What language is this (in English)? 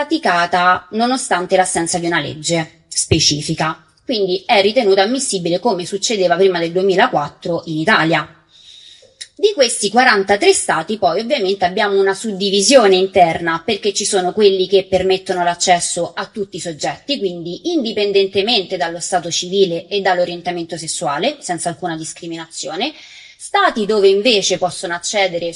Italian